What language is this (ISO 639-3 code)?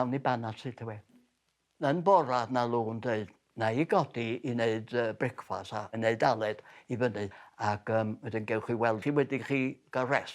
cym